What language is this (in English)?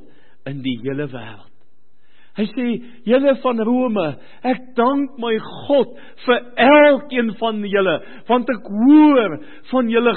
Afrikaans